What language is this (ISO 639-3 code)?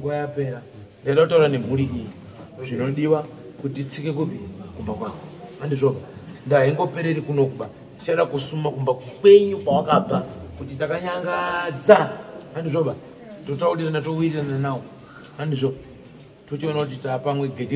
sna